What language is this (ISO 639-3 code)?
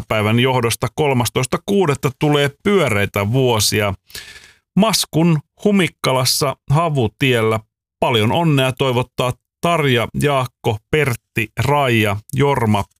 fin